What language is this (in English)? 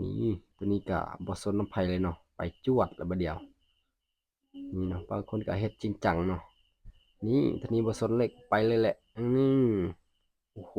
Lao